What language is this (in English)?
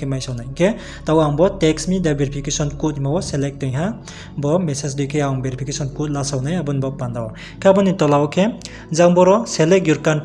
Riang (India)